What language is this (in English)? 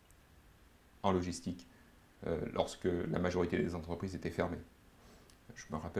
French